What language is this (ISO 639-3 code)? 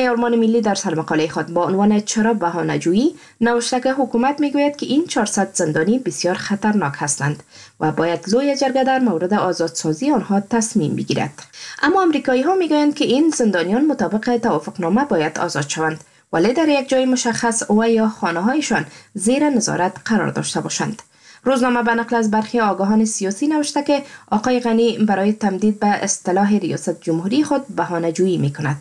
fas